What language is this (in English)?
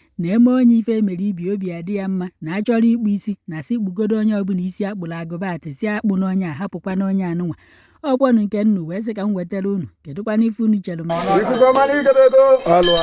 Igbo